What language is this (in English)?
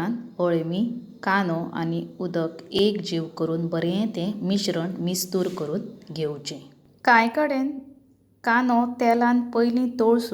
Konkani